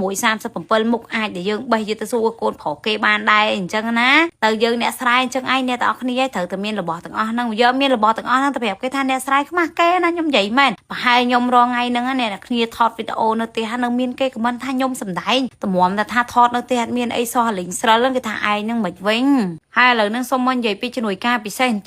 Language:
Khmer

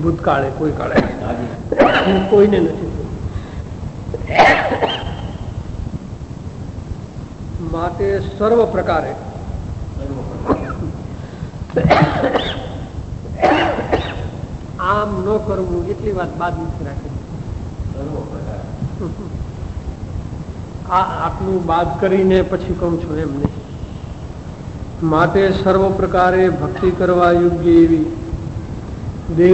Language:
Gujarati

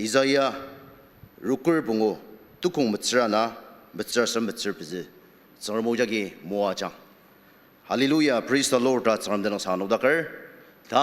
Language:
Ao Naga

